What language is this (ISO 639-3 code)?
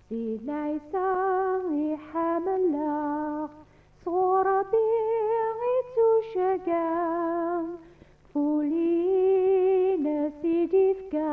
kab